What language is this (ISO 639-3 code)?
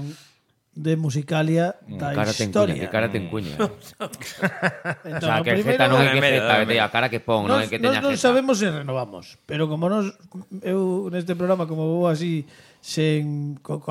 glg